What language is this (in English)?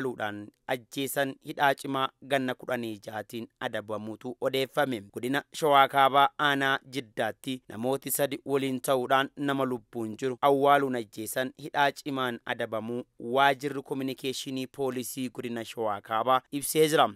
Oromo